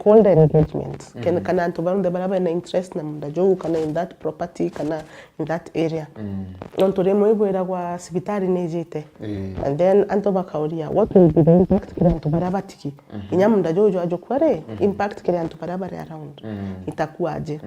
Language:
Meru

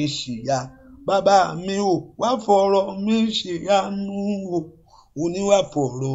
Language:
Yoruba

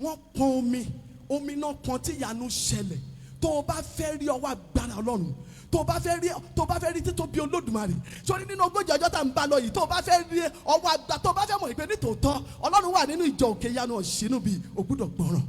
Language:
Yoruba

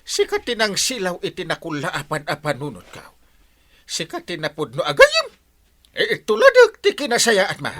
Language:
Iloko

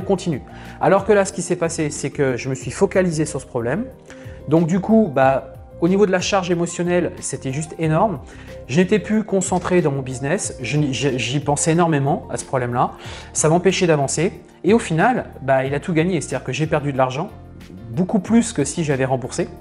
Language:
French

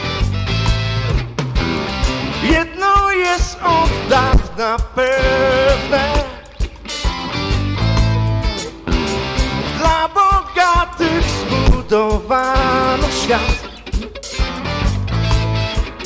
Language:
Polish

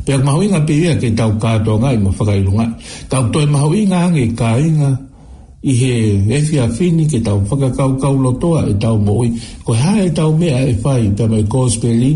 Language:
Tongan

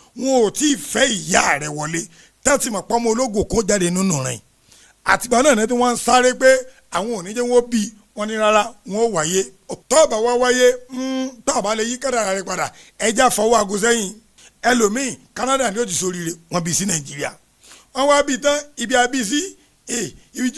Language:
Yoruba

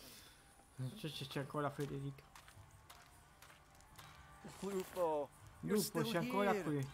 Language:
Italian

